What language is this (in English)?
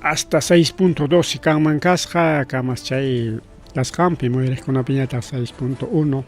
Ayacucho Quechua